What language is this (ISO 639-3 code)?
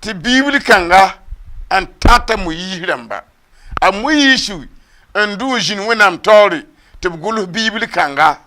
mos